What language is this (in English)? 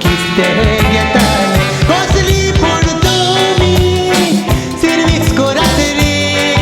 Konkani